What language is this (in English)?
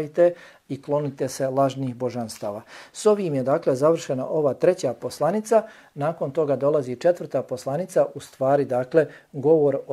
Bosnian